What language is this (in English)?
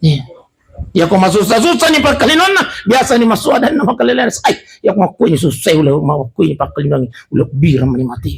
Buginese